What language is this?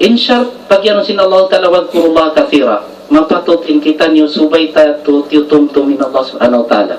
Tausug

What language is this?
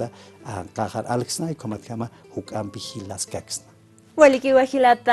Aymara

